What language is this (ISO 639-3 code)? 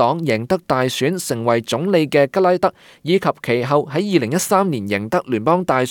yue